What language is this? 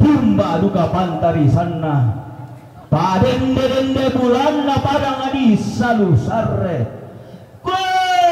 Toraja-Sa'dan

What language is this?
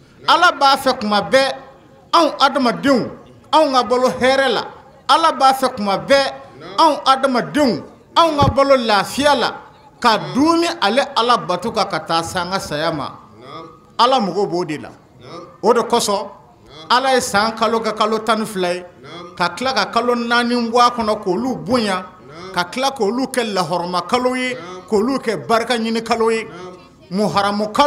Bambara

